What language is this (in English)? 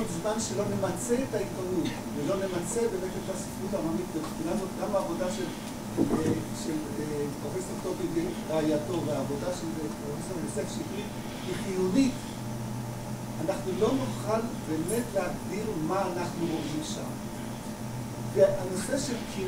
Hebrew